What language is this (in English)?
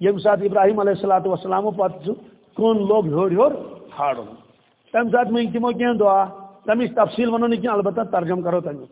Kashmiri